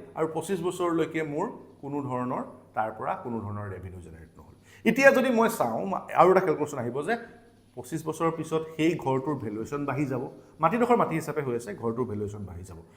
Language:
Assamese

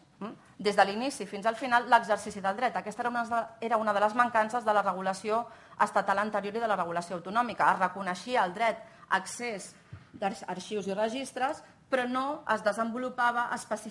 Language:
Catalan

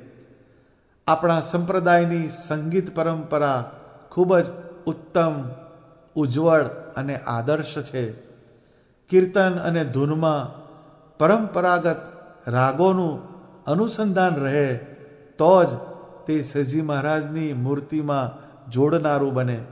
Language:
Gujarati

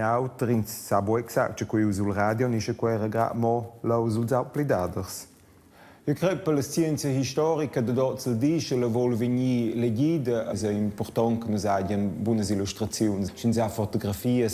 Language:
Romansh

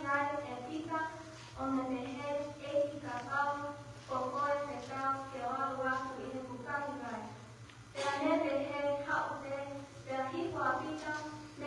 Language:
Tongan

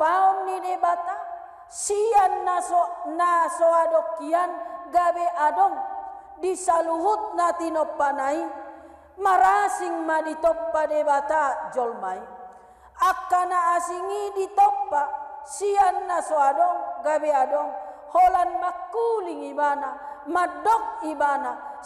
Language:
Batak Toba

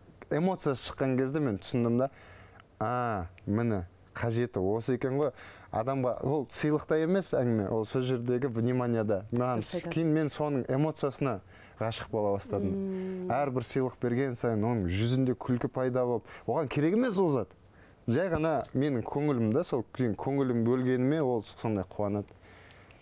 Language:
Kazakh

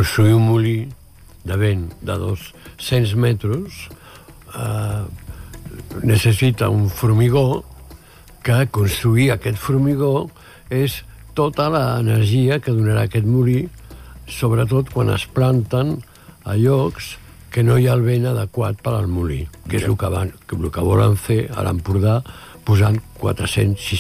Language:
Catalan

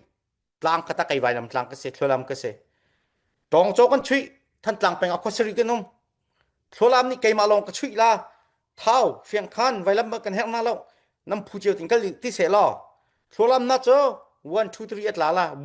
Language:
Falam Chin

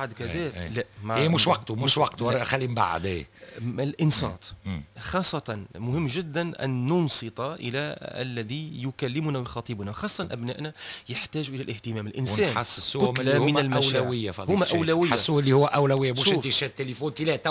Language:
Tunisian Arabic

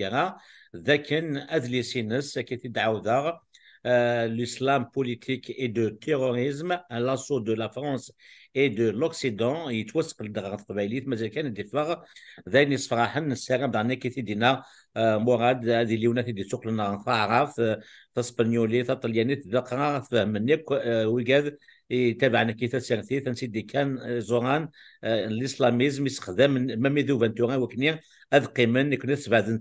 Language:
Kabyle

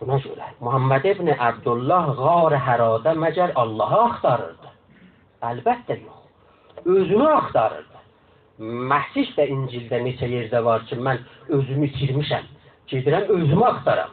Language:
South Azerbaijani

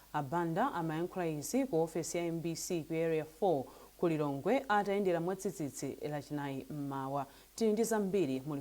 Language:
Nyanja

